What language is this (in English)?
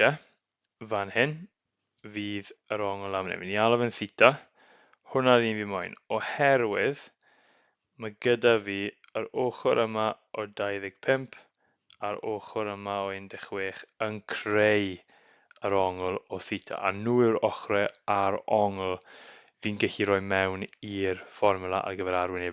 Welsh